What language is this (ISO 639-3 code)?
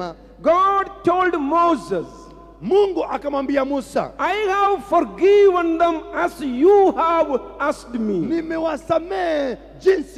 swa